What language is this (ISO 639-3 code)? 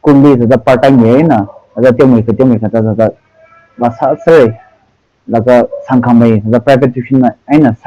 nmf